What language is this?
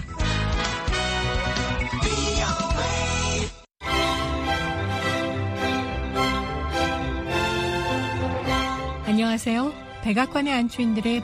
Korean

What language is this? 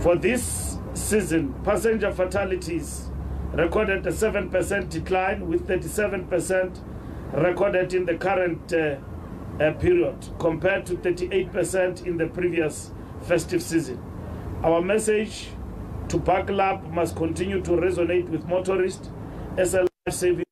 English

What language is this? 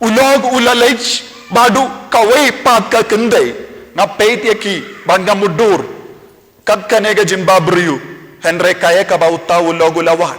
Khasi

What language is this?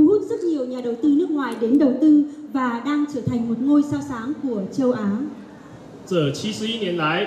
Vietnamese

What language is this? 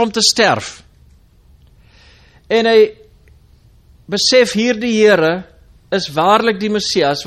Afrikaans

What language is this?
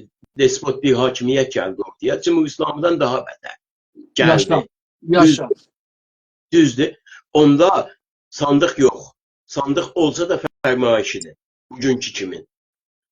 South Azerbaijani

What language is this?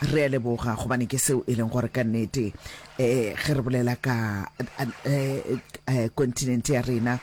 Northern Sotho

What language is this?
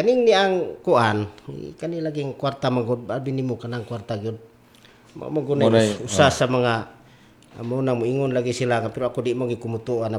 Cebuano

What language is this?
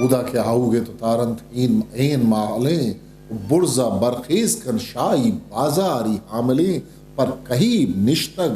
Eastern Balochi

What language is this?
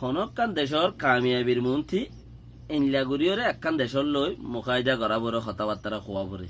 Rohingya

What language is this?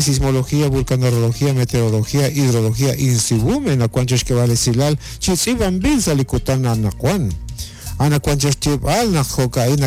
Kekchí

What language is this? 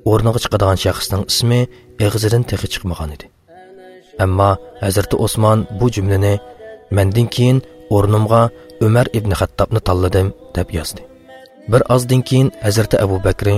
Uyghur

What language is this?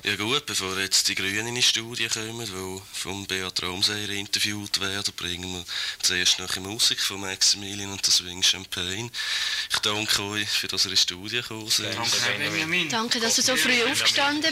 German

